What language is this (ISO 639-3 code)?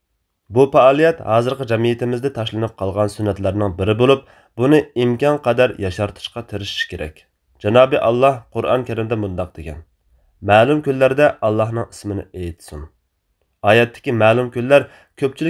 uig